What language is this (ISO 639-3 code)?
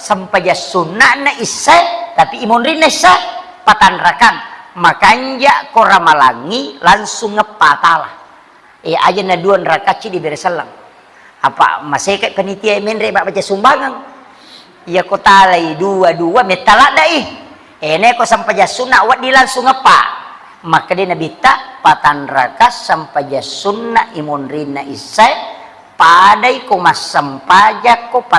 bug